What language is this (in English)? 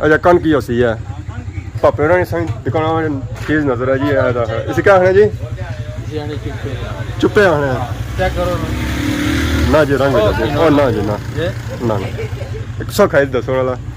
Pahari-Potwari